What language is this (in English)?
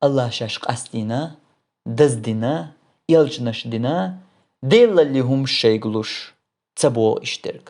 Chechen